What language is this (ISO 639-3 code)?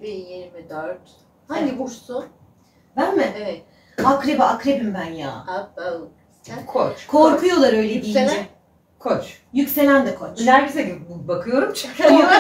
tur